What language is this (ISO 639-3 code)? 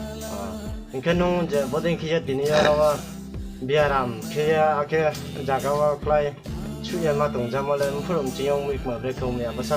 trp